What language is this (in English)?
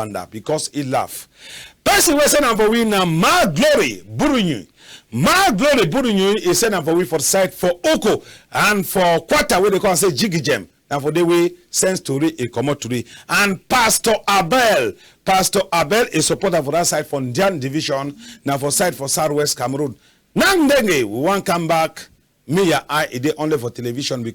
Cameroon Pidgin